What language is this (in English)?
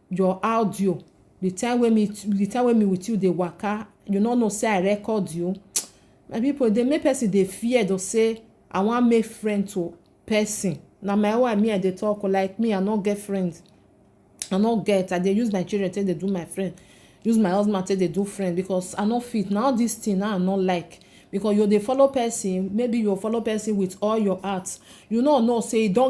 Nigerian Pidgin